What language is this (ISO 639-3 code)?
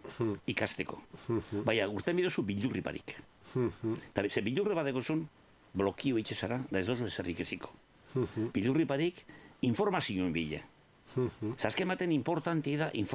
eus